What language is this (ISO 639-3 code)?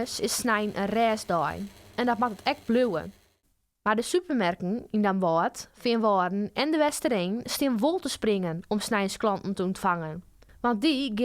fry